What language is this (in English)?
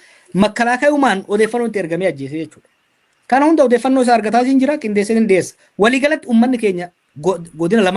Oromo